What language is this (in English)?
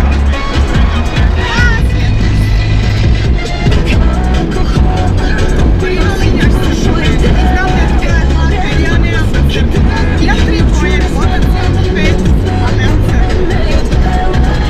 Croatian